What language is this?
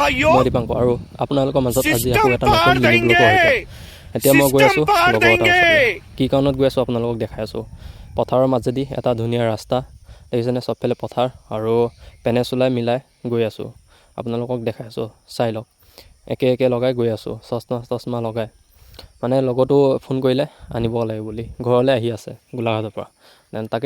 Assamese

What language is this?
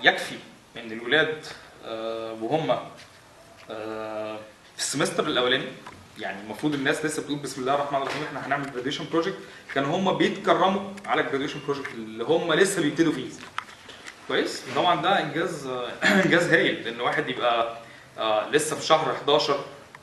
Egyptian Arabic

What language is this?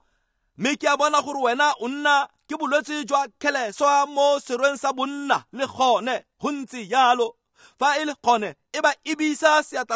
Tswana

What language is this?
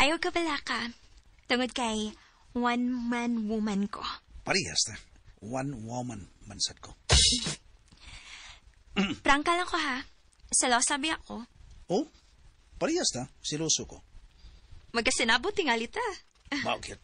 Cebuano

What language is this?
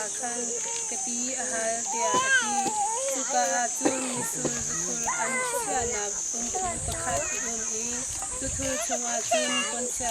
Hakha Chin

